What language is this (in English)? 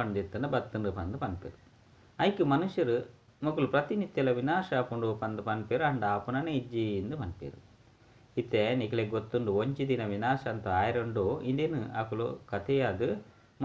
Tulu